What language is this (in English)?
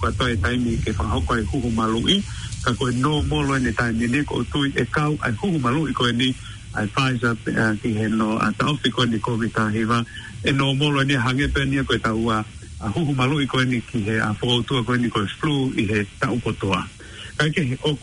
Tongan